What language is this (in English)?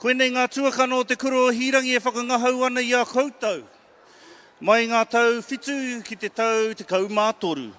Māori